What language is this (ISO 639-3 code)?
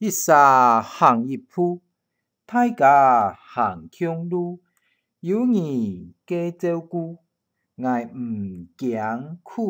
hak